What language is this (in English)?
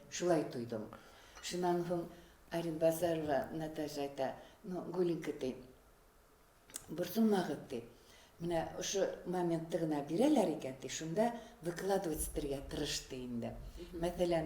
Bashkir